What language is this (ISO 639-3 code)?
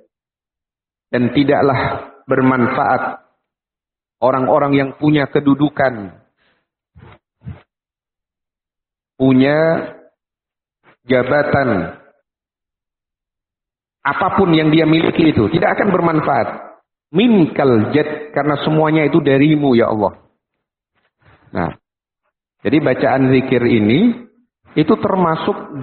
ind